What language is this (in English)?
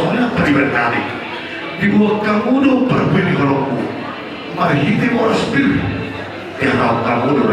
Batak Toba